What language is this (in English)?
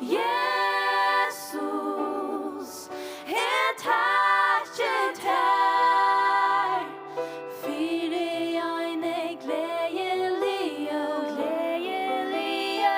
Faroese